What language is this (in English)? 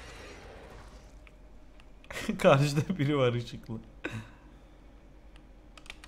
Turkish